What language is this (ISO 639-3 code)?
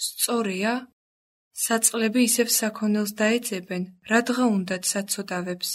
kat